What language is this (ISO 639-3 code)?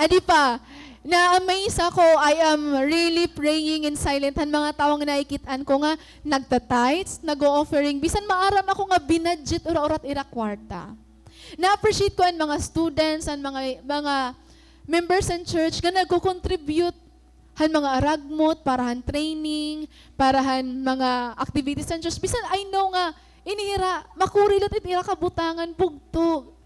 war